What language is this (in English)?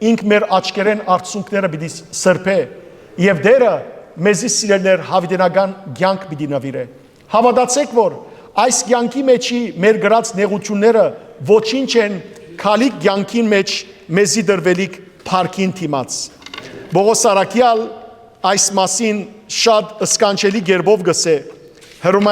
Western Armenian